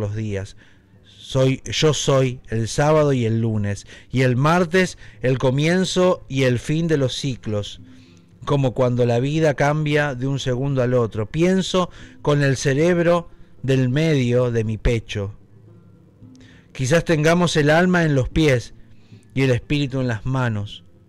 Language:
Spanish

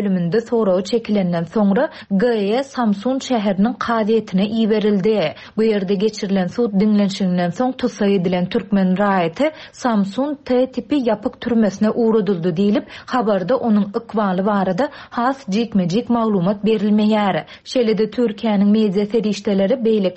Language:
Turkmen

